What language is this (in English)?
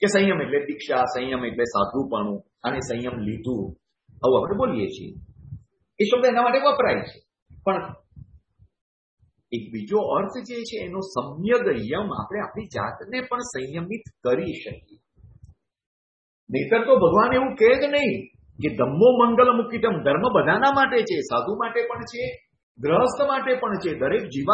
Gujarati